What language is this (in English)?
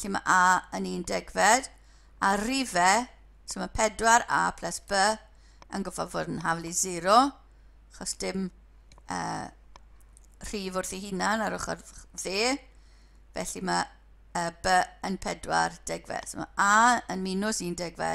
Welsh